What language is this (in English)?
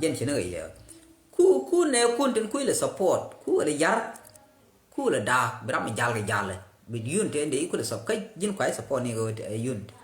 Nuer